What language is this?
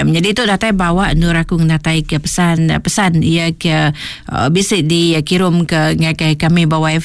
Iban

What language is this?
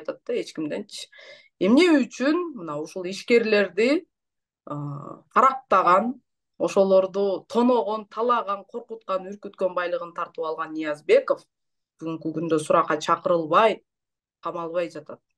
Kyrgyz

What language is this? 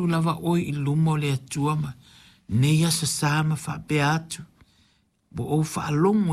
Samoan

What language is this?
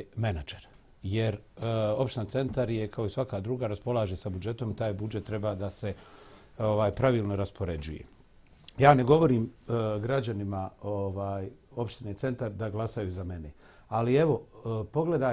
Bosnian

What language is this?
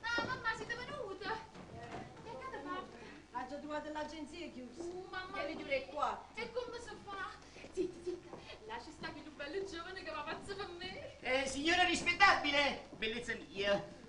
Neapolitan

